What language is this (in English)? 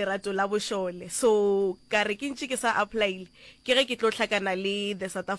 Northern Sotho